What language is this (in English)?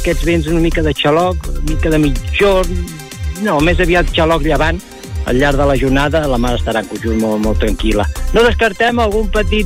Catalan